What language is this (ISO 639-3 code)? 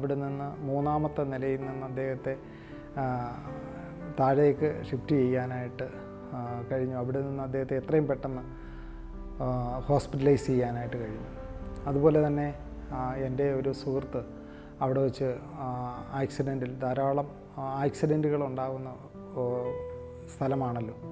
mal